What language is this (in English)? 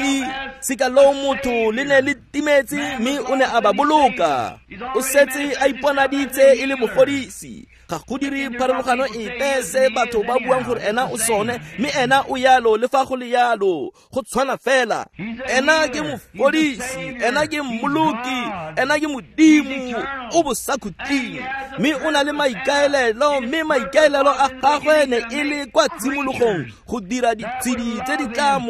Tswana